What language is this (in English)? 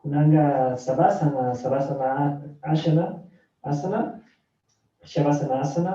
Chimborazo Highland Quichua